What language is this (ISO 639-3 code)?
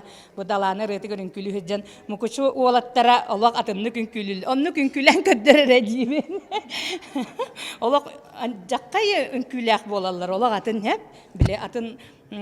sah